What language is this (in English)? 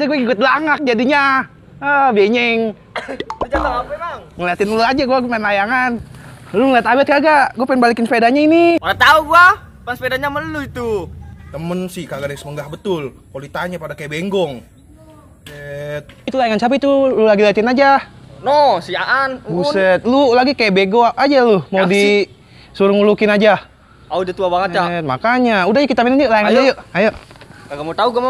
Betawi